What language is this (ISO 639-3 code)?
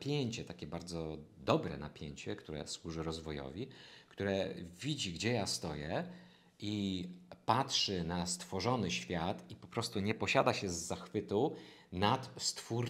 pol